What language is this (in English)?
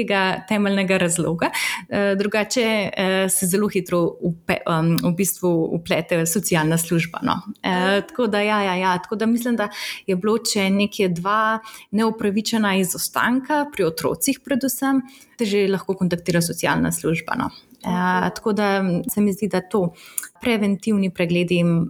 Slovenian